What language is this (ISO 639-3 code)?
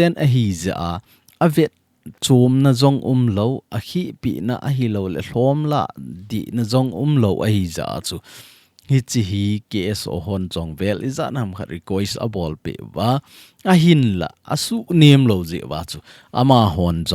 tcz